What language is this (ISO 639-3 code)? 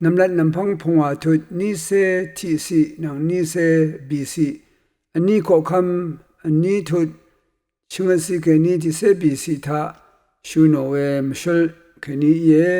raw